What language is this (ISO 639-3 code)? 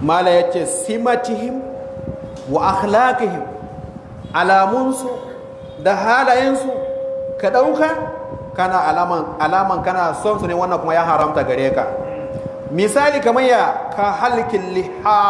hau